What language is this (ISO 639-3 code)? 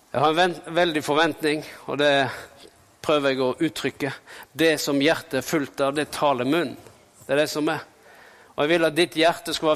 nor